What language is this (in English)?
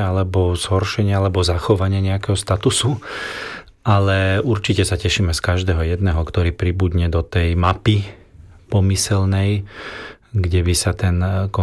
Slovak